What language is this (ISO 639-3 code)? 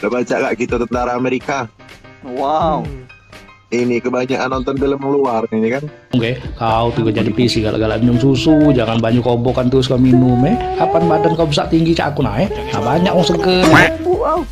mui